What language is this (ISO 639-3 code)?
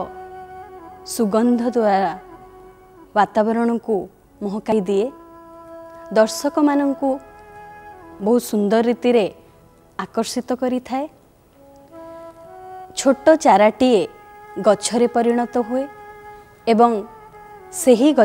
ori